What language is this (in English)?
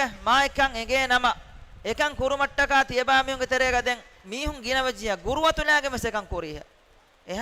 Divehi